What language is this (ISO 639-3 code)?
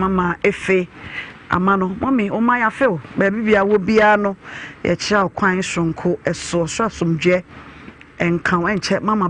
aka